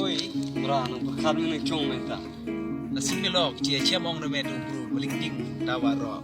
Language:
Khasi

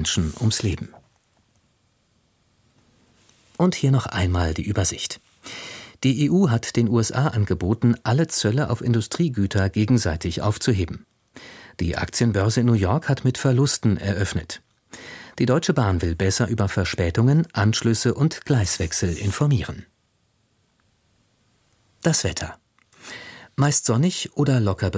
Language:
German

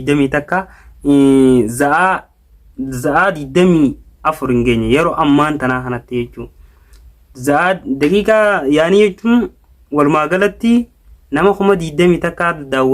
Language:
Oromo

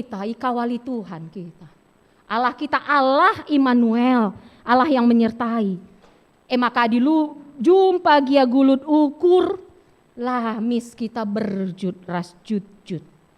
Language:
Batak Karo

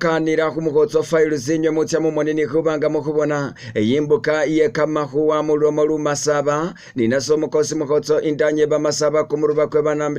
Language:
Masaaba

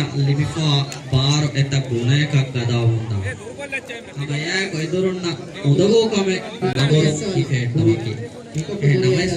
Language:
Divehi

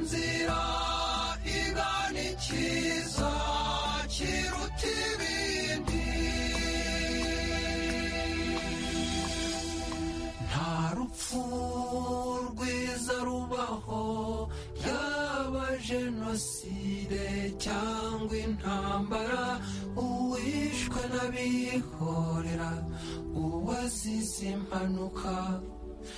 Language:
Kinyarwanda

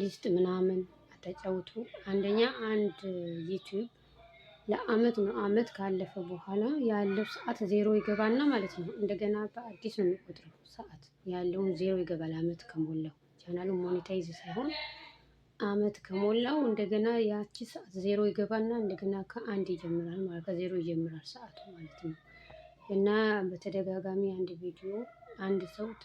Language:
Amharic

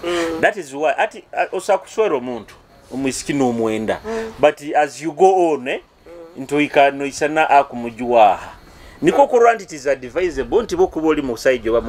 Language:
Nyoro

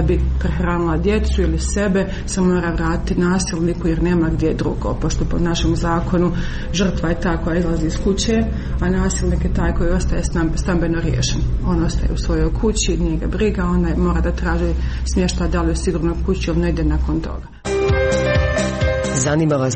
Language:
Croatian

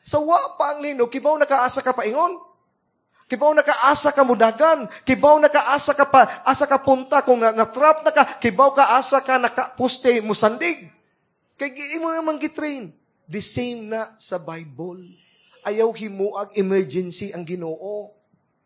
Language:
Cebuano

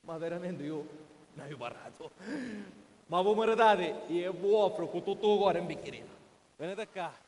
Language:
Sicilian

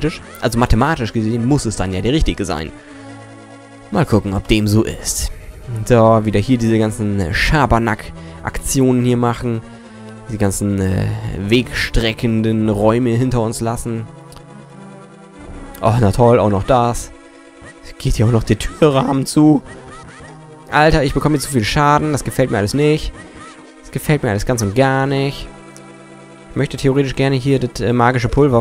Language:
German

